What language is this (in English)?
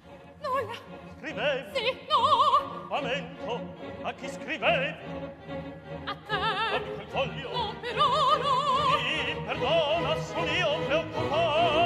Italian